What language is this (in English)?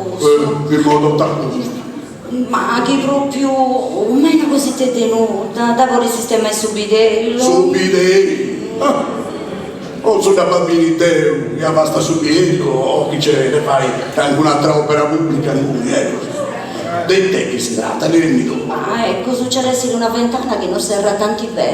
Sardinian